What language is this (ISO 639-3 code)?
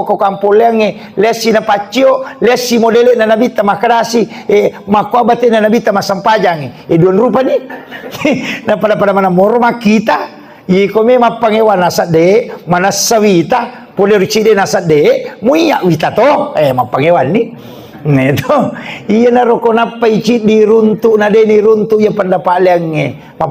bug